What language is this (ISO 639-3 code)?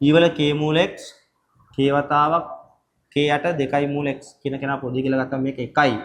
sin